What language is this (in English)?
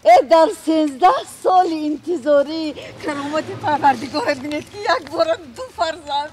Tajik